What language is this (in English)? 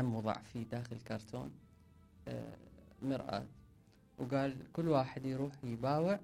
Mesopotamian Arabic